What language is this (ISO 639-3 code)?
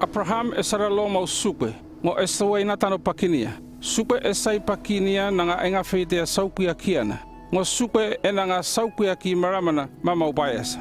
llp